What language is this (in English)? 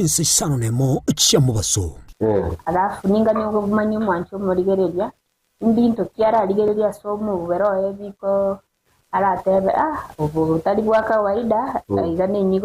Gusii